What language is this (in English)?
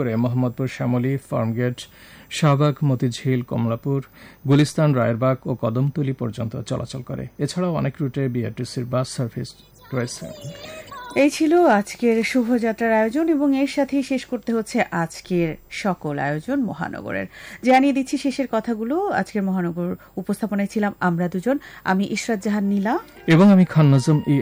Bangla